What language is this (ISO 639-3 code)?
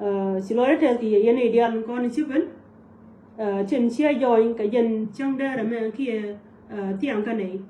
nus